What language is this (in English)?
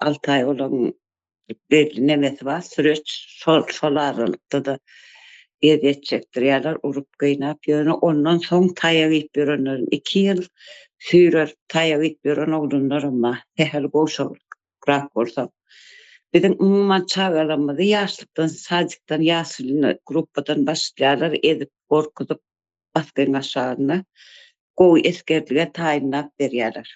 Turkmen